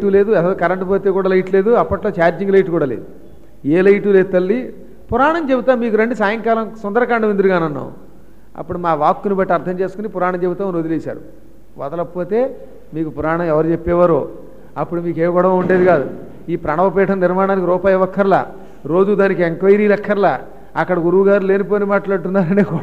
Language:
Telugu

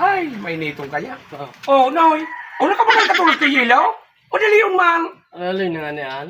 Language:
Bikol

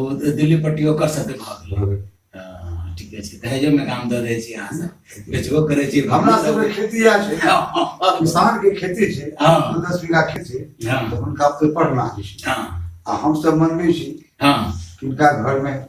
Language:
Maithili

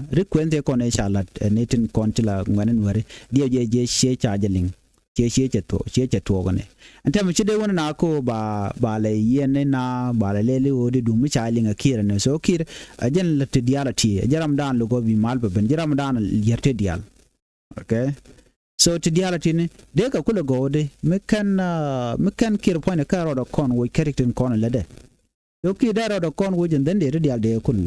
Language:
Nuer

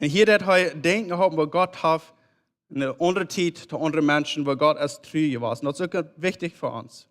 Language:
Plautdietsch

